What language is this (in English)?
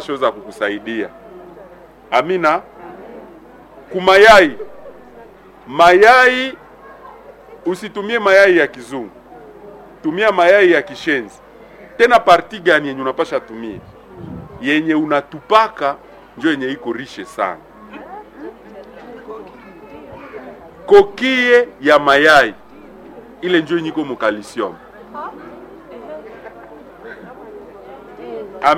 Swahili